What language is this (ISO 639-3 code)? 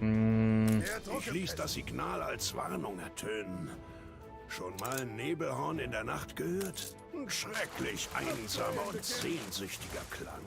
bar